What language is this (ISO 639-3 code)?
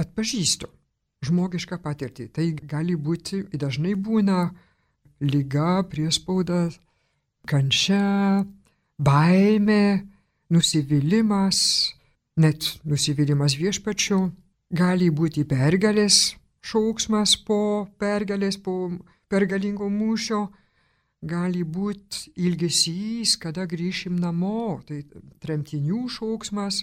lit